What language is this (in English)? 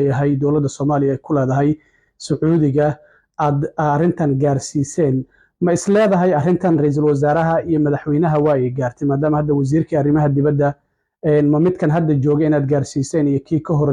Somali